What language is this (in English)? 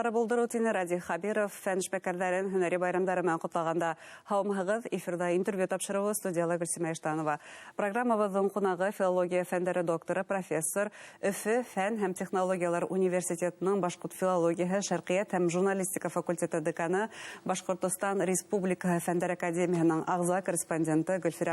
Bashkir